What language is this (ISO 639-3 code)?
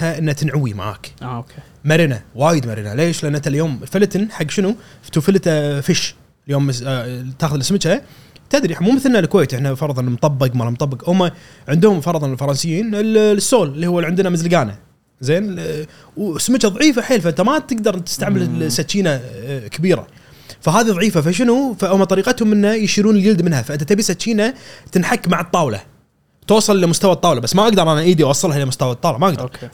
afb